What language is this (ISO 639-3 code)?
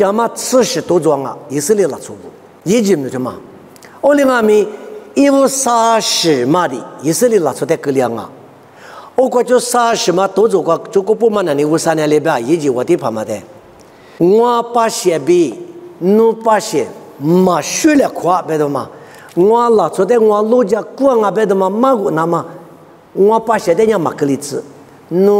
lis